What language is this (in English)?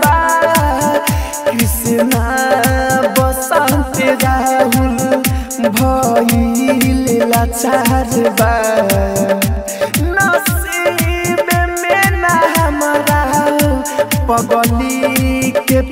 Bhojpuri